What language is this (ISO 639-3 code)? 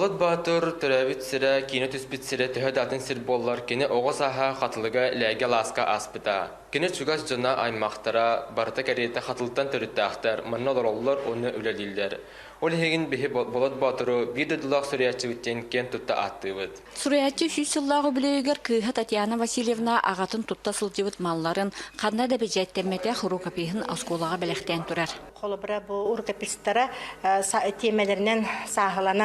sah